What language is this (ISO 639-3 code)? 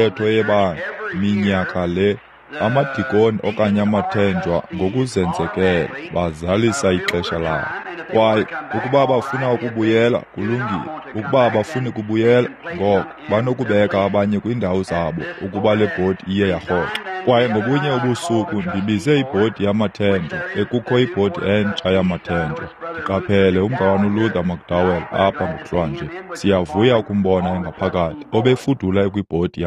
xho